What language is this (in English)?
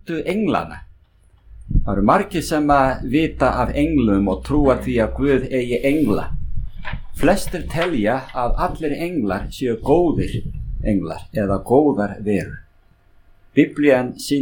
Icelandic